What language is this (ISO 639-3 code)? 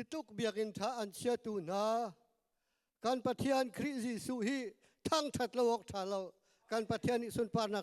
cnh